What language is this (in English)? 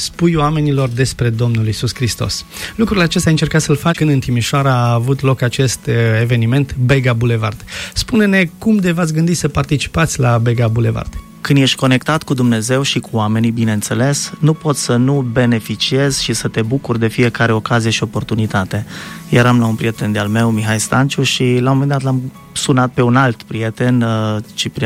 Romanian